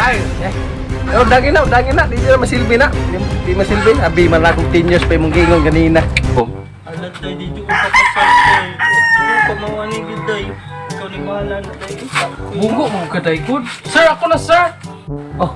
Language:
Cebuano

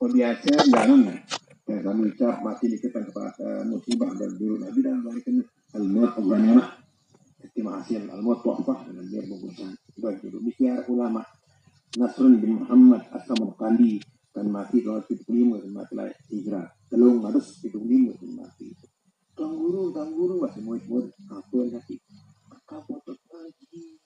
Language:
Sasak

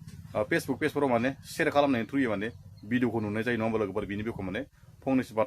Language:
Bodo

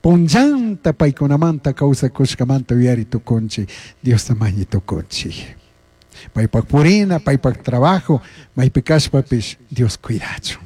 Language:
Chimborazo Highland Quichua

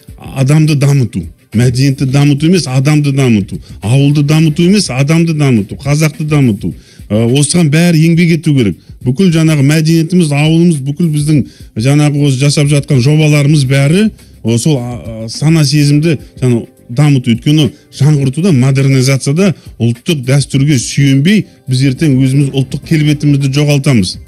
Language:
Kazakh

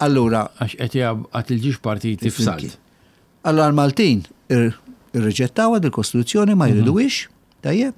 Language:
Maltese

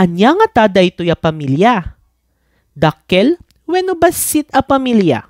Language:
Iloko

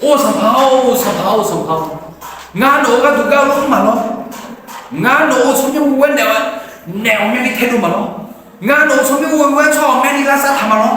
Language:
Akha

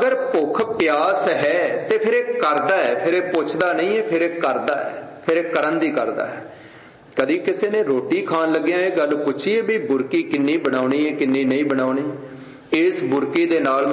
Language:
Punjabi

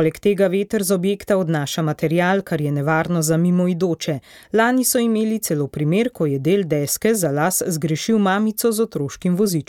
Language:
Slovenian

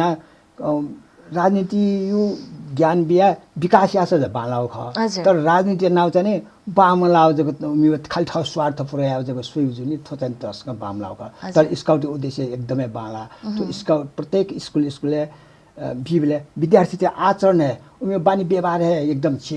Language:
Newari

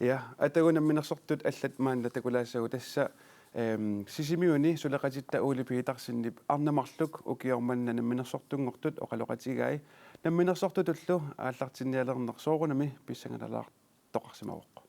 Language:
Kalaallisut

